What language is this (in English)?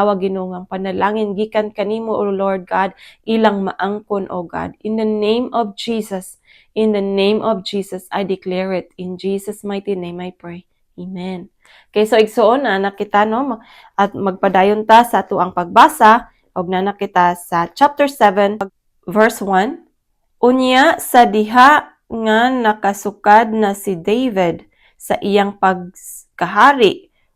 Cebuano